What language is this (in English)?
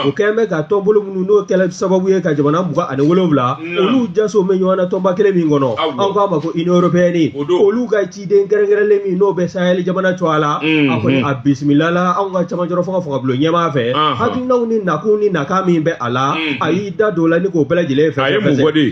Bambara